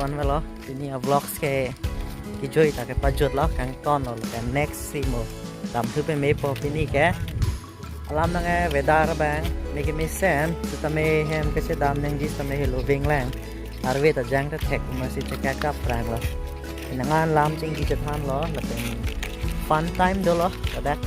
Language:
Karbi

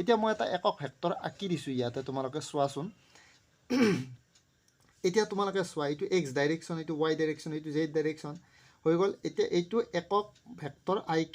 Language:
Assamese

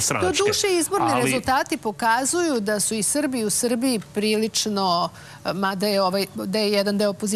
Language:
Serbian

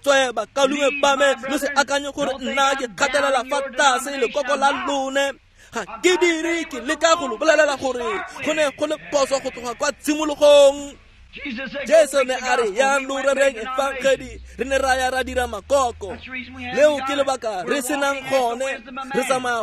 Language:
Tswana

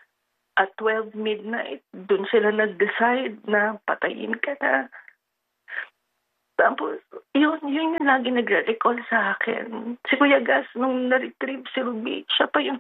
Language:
Filipino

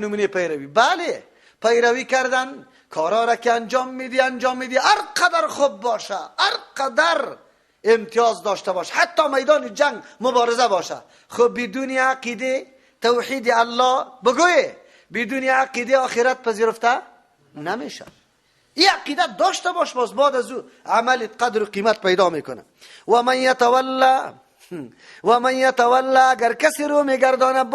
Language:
Persian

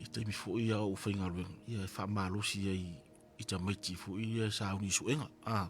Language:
Samoan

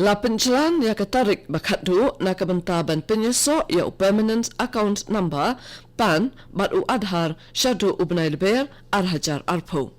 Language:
Khasi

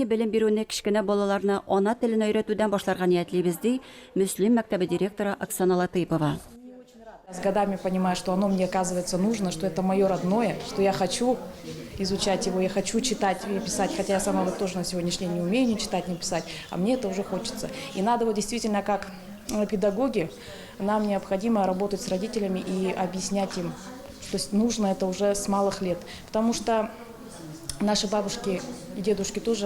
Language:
Tatar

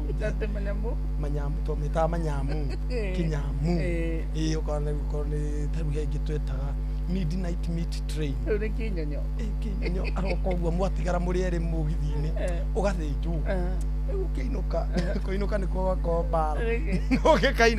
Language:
Kikuyu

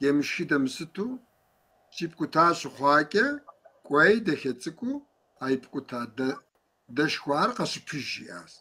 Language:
Kabardian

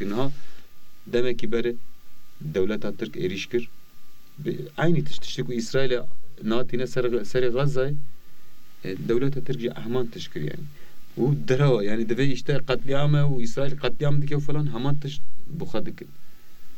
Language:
Kurdish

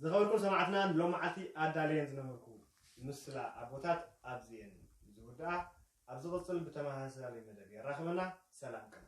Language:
Tigrinya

